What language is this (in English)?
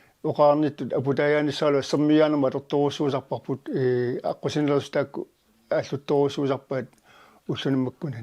Kalaallisut